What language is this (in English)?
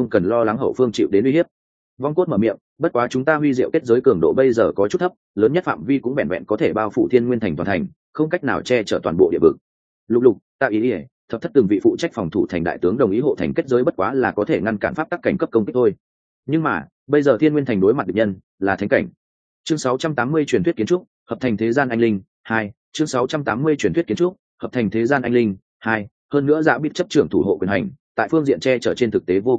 Vietnamese